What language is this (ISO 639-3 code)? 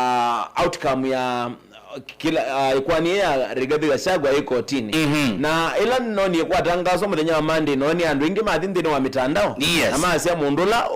kam